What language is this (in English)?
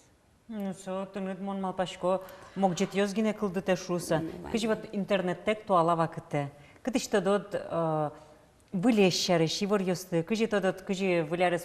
Udmurt